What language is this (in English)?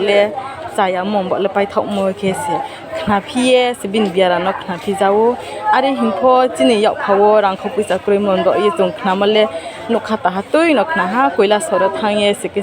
Riang (India)